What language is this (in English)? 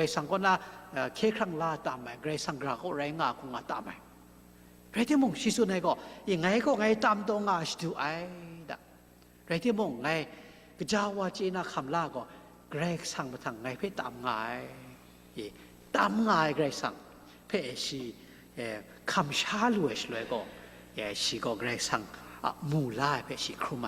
Kachin